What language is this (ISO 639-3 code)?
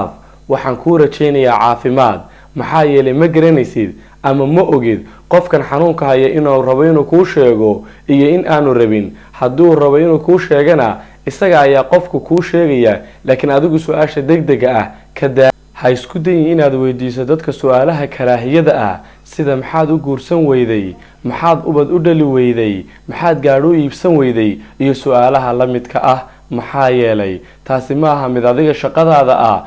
som